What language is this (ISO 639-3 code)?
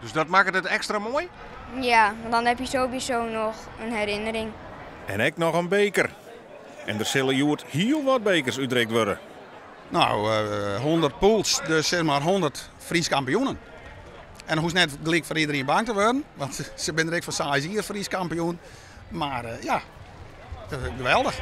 fry